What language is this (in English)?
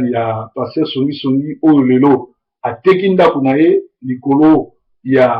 Lingala